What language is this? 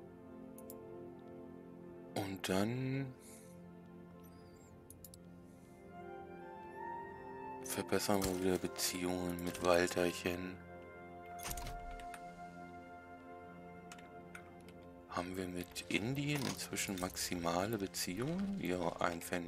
German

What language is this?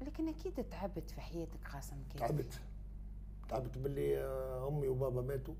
Tunisian Arabic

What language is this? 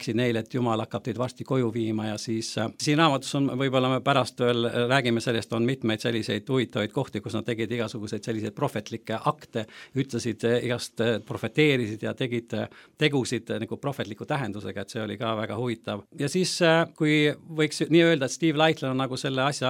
Estonian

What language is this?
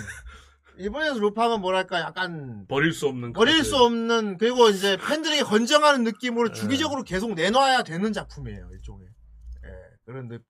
Korean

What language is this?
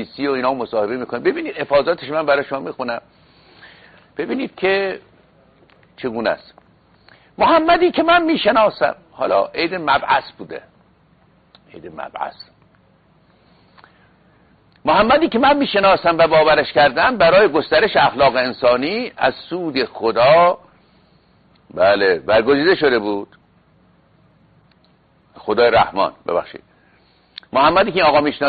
Persian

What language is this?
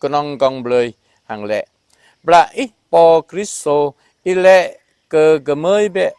Jarai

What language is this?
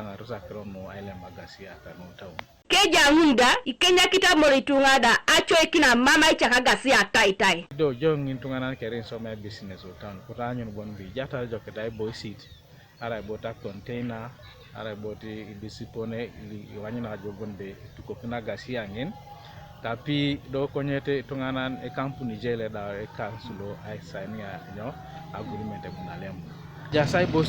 Teso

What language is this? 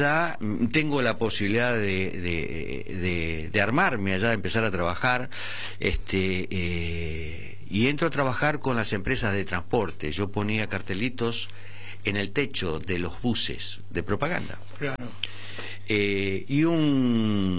Spanish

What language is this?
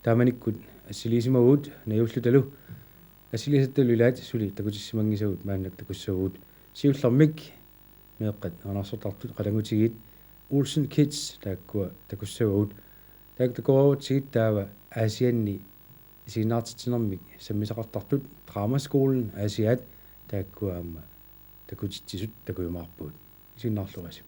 Kalaallisut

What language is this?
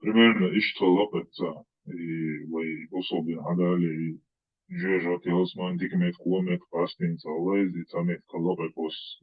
Chechen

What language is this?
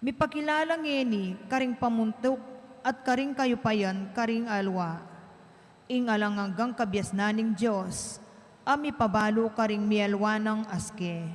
Pampanga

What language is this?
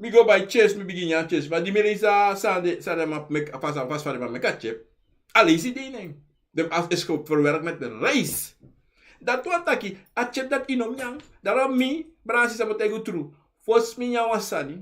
Sranan Tongo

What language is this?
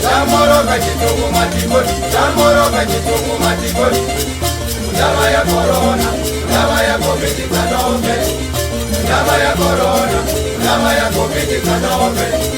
Chopi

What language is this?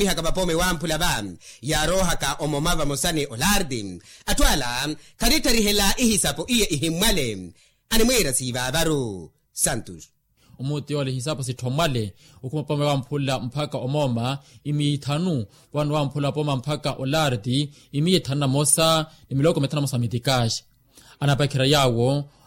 Makhuwa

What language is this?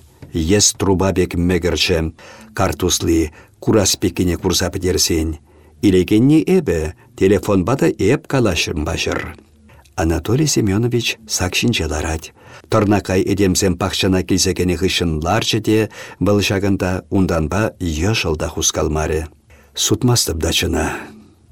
Chuvash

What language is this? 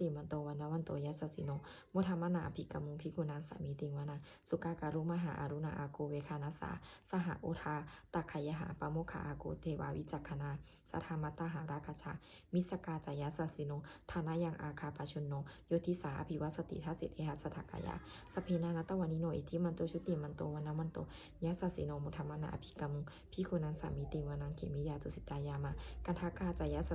Pali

